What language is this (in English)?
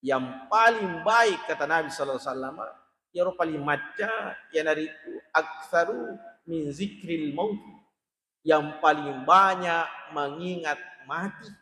Buginese